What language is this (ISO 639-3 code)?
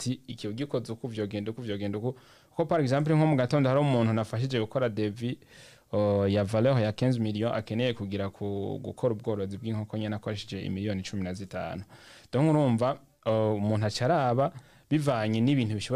run